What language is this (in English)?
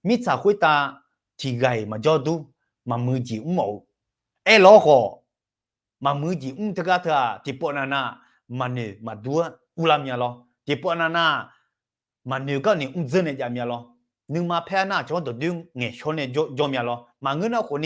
Akha